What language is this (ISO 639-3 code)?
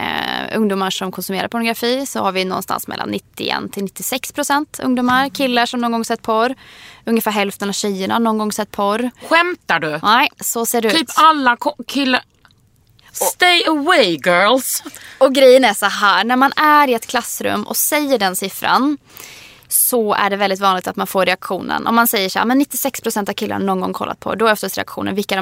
swe